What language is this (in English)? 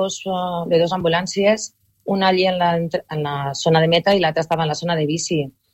Catalan